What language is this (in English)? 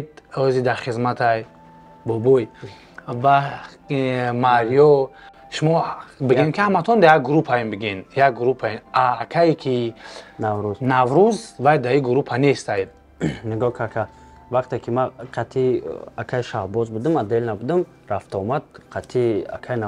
Tajik